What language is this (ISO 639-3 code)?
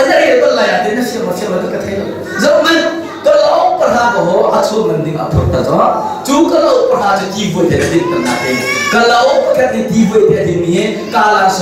cnh